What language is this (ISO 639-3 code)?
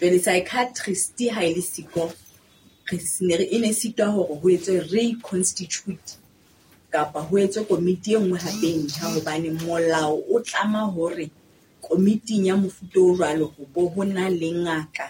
sot